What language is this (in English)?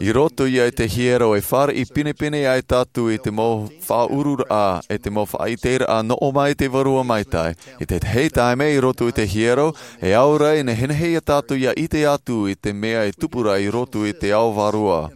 Tahitian